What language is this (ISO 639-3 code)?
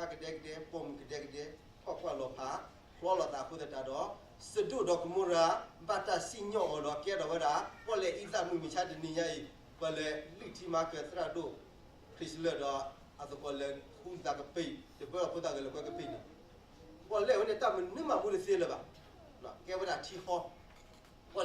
ksw